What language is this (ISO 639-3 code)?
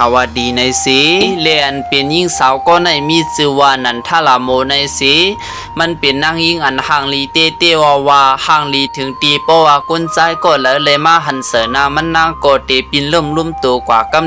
shn